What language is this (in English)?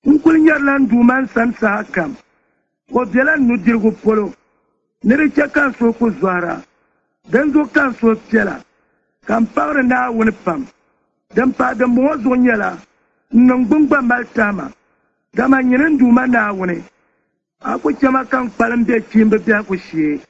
Dagbani